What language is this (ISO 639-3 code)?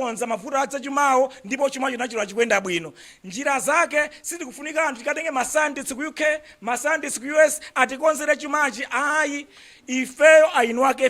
nya